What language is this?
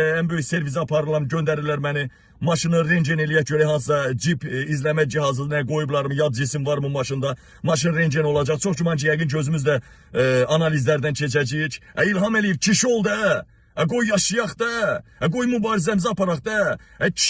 Azerbaijani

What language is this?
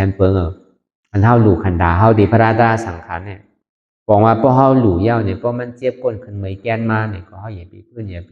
Shan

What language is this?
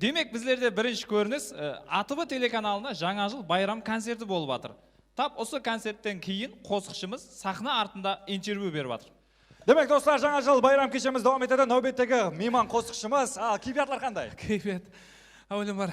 Kara-Kalpak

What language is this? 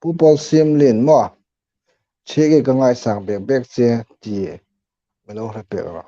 Hmar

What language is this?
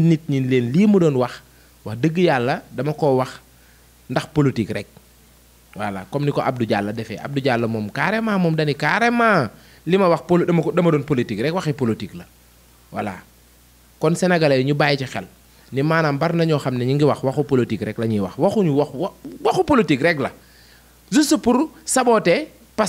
Wolof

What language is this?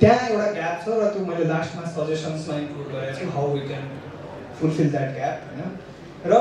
Nepali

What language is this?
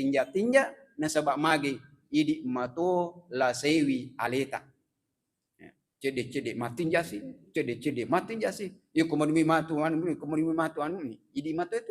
Buginese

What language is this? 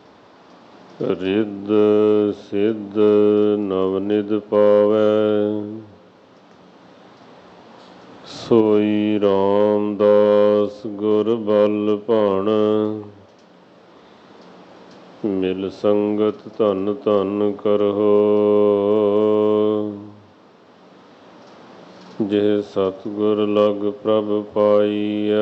Punjabi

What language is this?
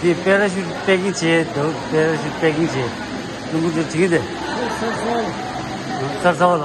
Tibetan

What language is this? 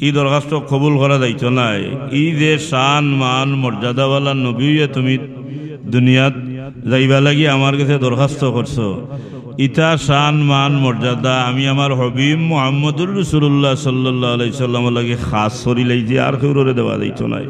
Sylheti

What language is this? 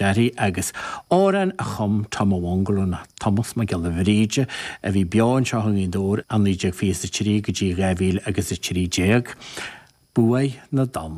Irish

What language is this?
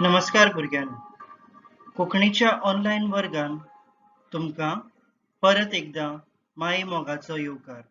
Konkani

